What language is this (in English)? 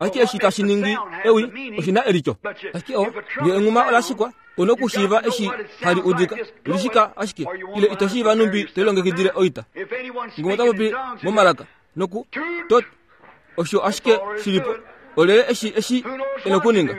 Kuanyama